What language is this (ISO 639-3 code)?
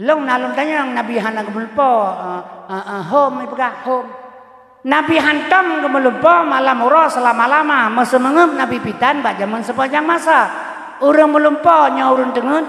ace